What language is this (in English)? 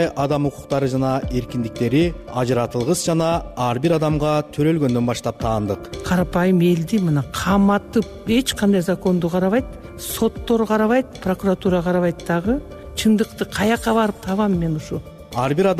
Kyrgyz